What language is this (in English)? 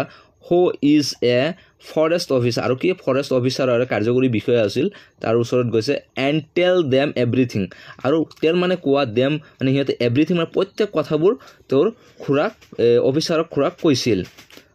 Assamese